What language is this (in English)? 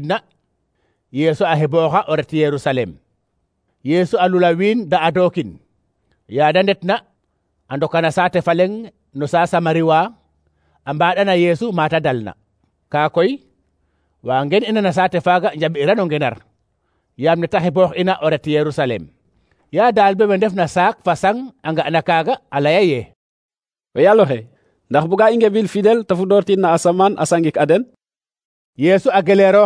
Serer